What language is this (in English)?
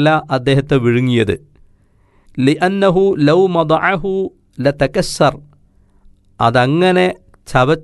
Malayalam